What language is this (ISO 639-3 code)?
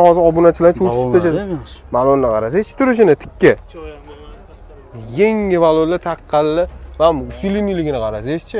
uzb